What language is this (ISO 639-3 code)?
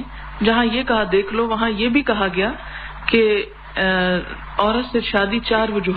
urd